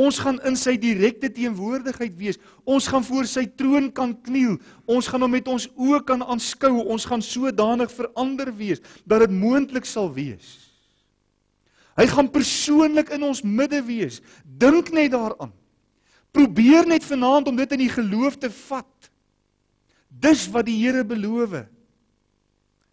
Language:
Afrikaans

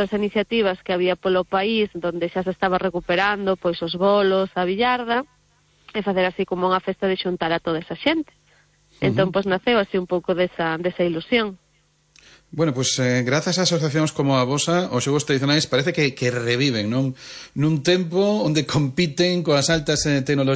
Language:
Galician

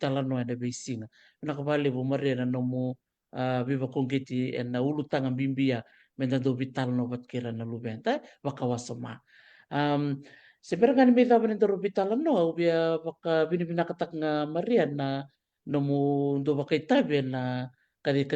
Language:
Fijian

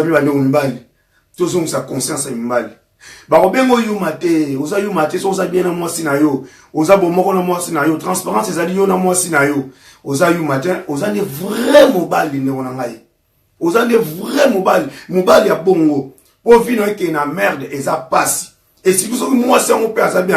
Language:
Lingala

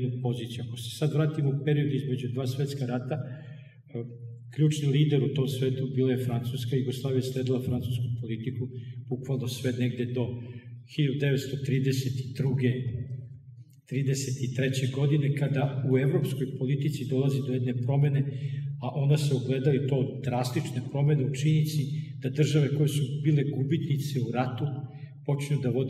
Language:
Serbian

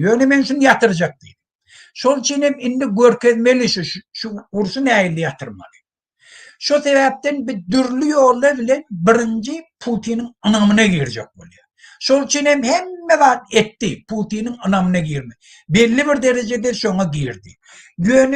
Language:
Turkmen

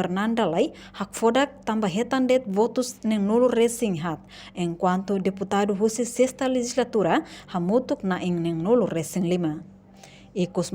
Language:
Tetum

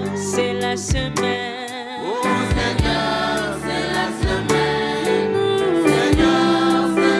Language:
French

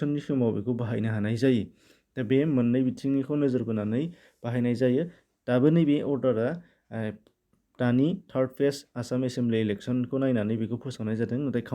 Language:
Bodo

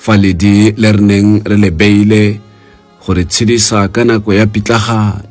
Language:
Tswana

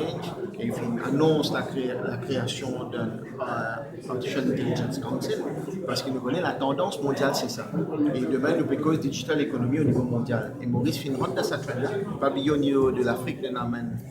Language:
Morisyen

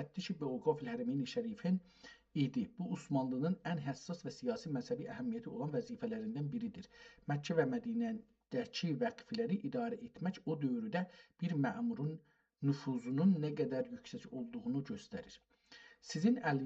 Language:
South Azerbaijani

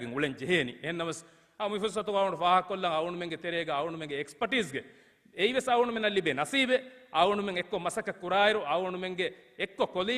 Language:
Divehi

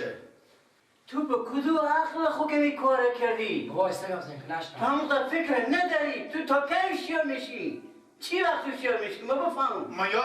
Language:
Persian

